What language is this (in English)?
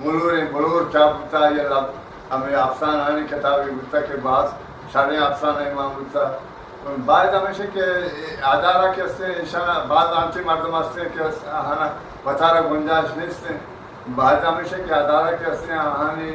Eastern Balochi